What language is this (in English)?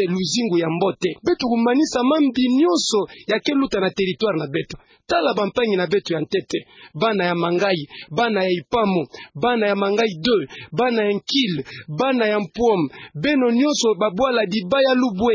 Kituba (Democratic Republic of Congo)